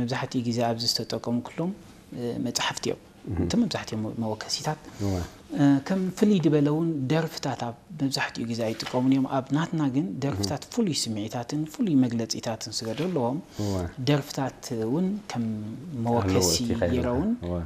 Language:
Tigrinya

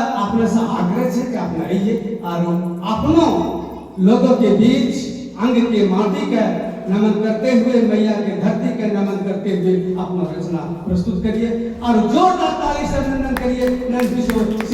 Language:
Angika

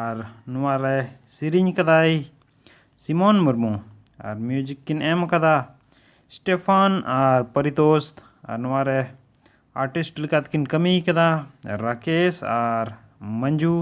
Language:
Santali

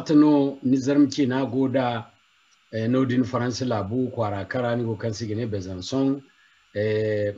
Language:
Zarma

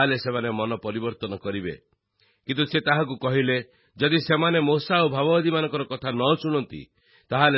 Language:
Odia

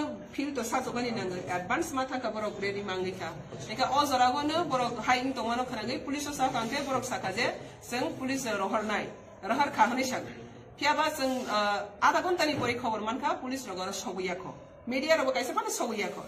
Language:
Riang (India)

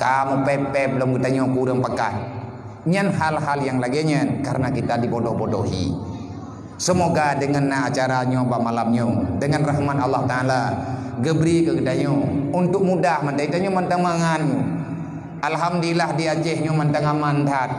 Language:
Achinese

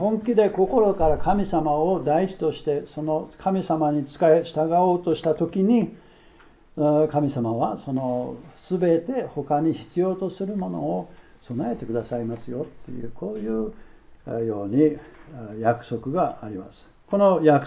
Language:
Japanese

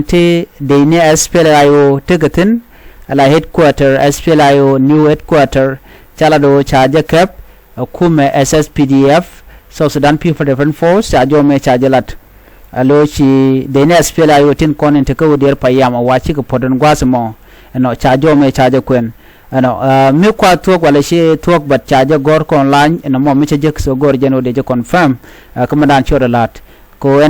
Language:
Nuer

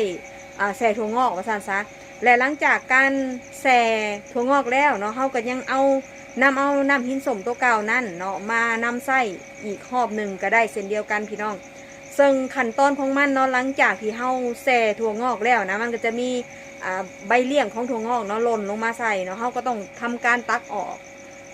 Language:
Northeastern Thai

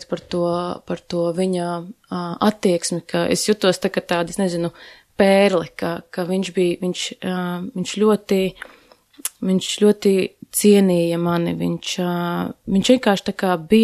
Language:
Latvian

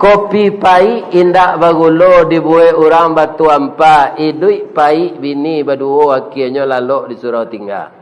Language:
Minangkabau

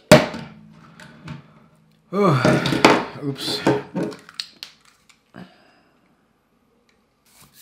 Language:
Norwegian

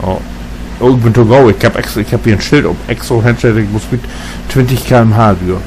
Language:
Low German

